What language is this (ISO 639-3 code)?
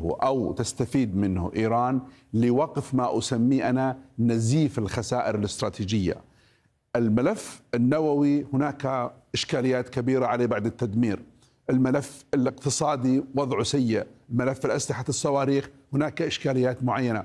ara